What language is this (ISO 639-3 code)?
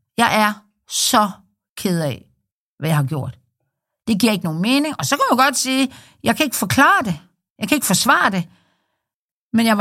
dan